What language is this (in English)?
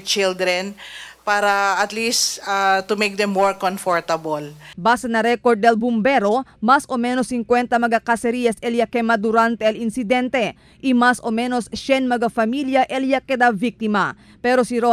Chavacano